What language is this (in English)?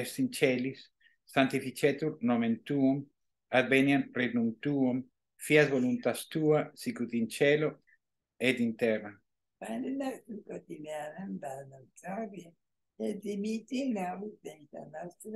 Latin